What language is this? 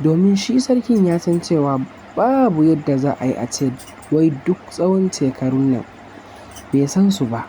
Hausa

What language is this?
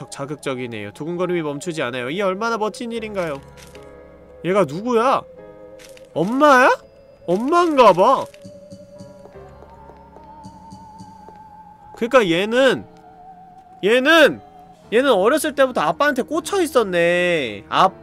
Korean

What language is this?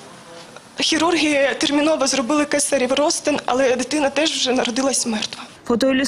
Ukrainian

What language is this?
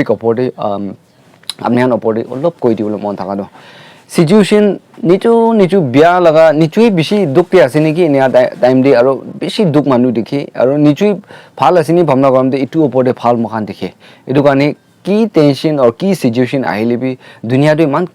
Naga Pidgin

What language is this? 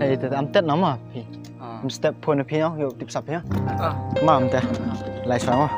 Khasi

